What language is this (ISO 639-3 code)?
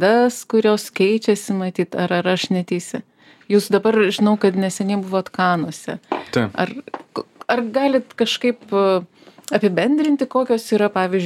lit